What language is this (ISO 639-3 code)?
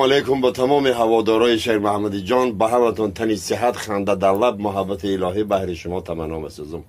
tgk